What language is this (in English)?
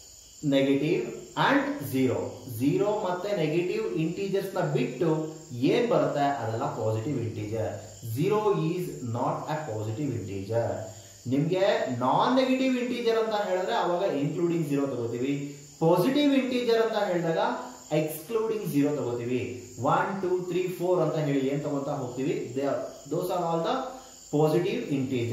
Kannada